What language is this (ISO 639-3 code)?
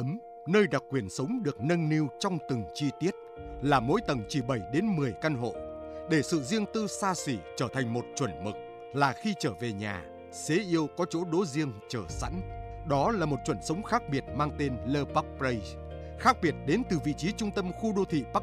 vie